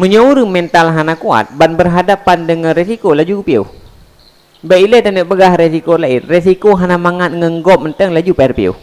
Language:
Achinese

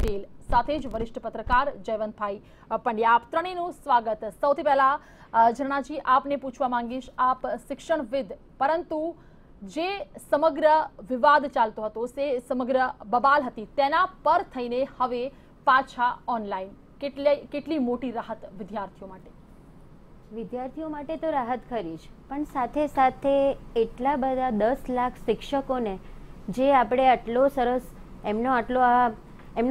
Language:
Gujarati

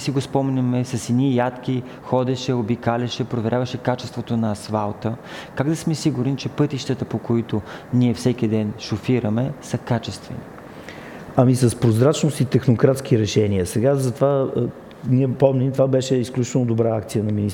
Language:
Bulgarian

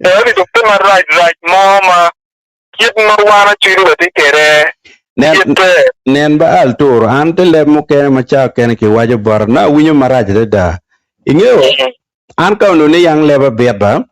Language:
Acoli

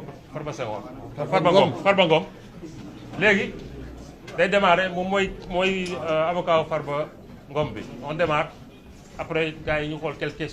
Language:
Wolof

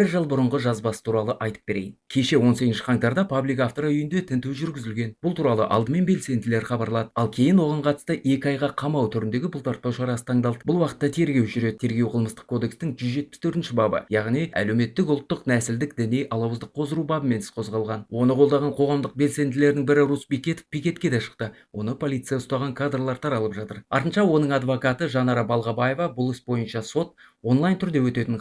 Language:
Kazakh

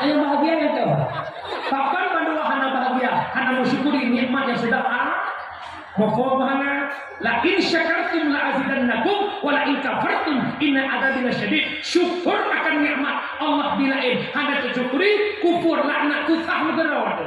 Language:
Achinese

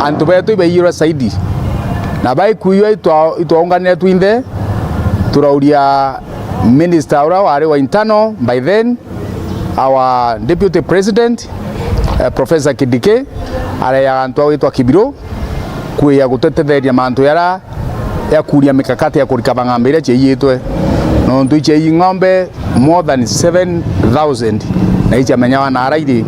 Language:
Meru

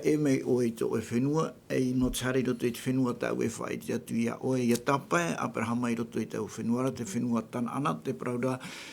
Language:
Tahitian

